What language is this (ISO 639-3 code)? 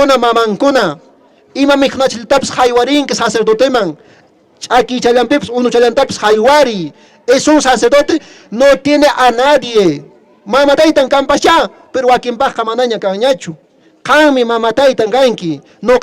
que